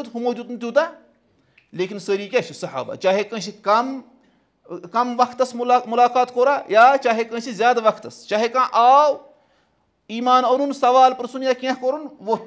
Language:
Kashmiri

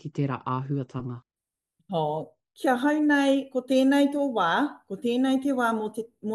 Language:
Māori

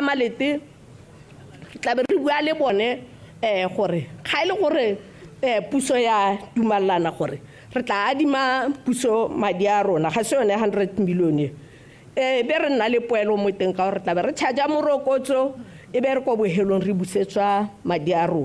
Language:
Tswana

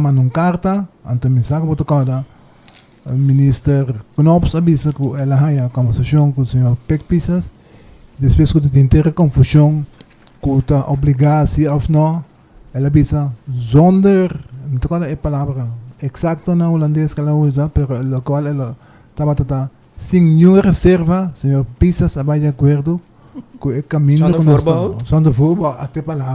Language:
Papiamento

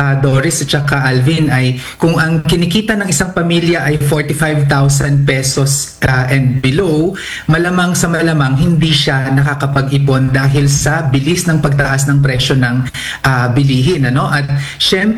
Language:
Filipino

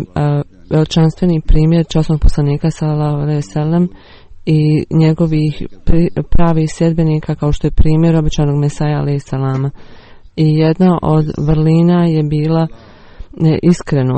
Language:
Bosnian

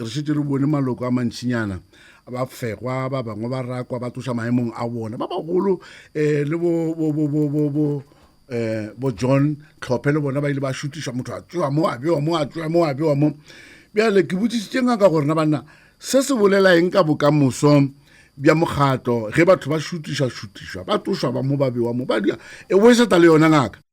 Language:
Northern Sotho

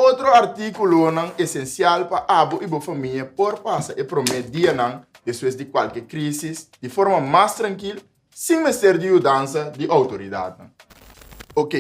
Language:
Papiamento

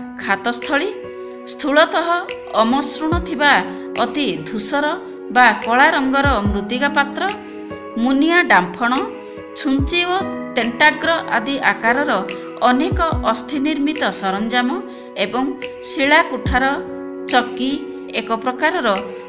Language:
Odia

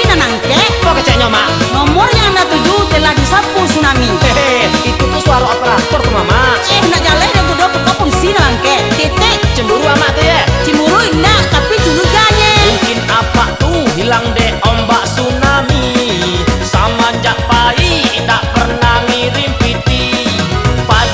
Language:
Minangkabau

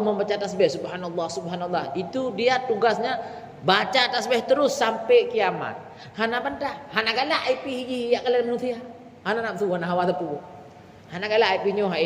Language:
Achinese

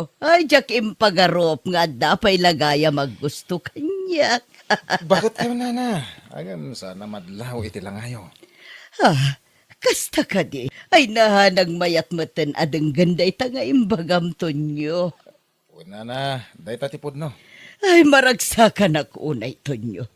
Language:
Iloko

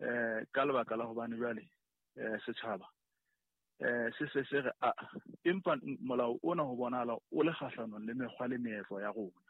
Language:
Southern Sotho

